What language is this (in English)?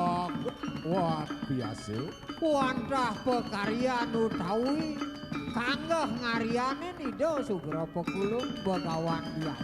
Balinese